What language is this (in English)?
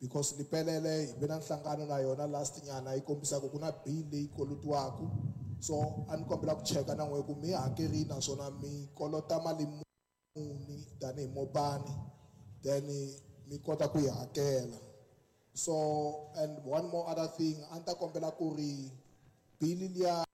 Tsonga